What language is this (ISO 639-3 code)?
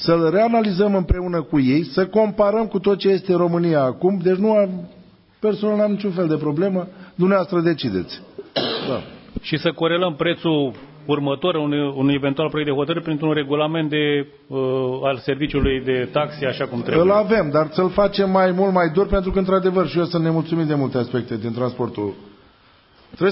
ron